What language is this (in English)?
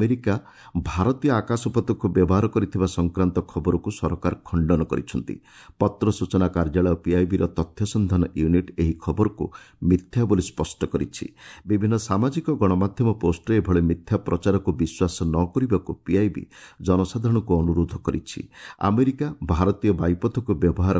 Odia